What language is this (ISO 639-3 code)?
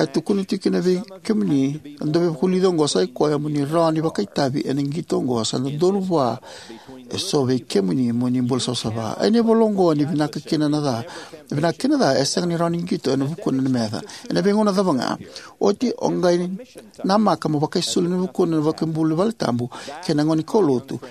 fij